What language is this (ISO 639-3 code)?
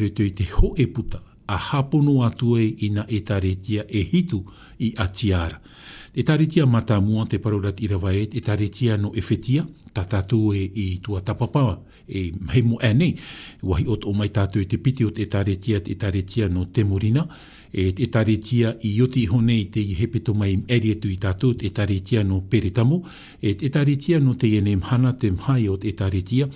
tah